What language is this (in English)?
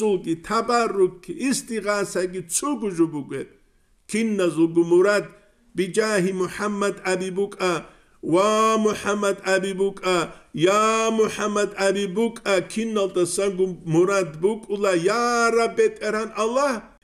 Avaric